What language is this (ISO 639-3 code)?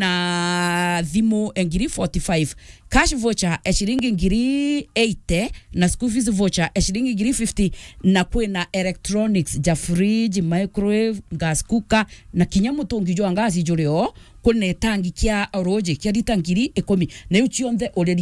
mer